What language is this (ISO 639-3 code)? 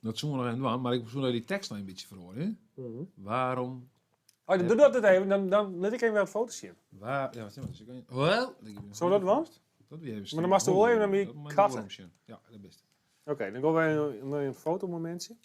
fry